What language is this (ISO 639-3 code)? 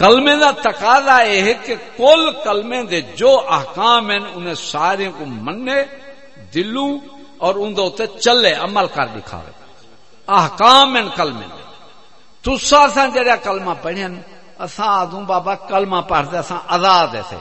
skr